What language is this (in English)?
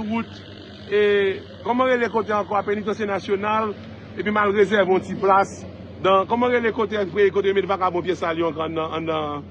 Haitian Creole